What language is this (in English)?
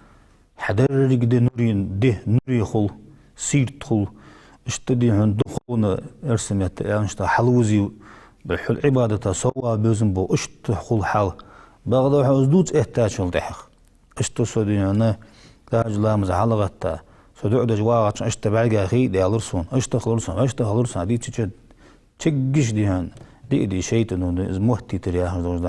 Ingush